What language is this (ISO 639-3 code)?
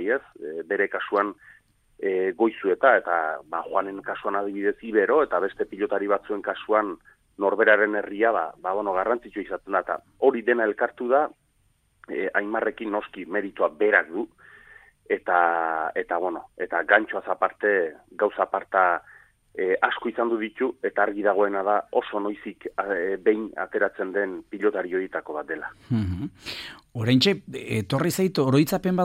eus